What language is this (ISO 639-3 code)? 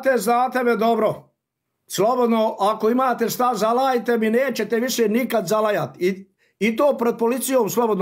bos